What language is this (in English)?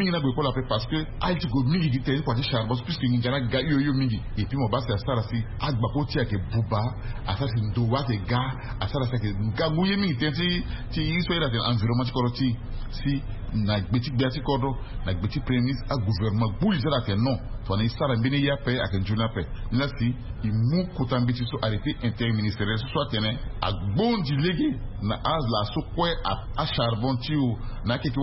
Sango